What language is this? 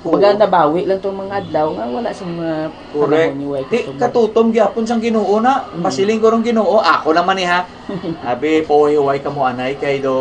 Hiligaynon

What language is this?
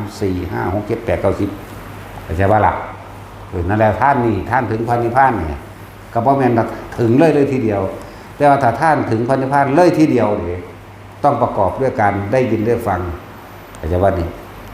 Northeastern Thai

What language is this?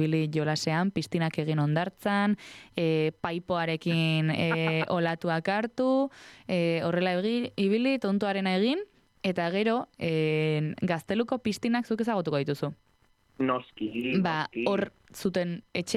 Basque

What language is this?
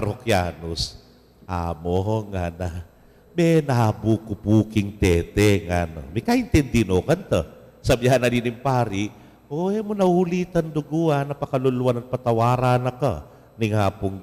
Pampanga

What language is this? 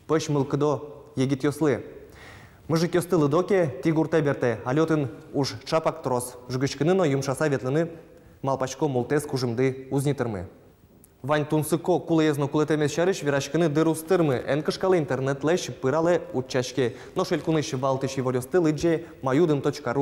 Udmurt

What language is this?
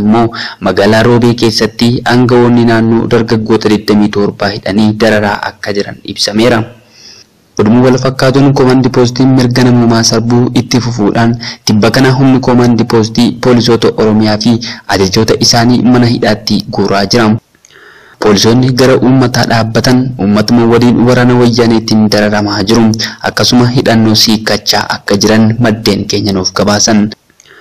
Oromo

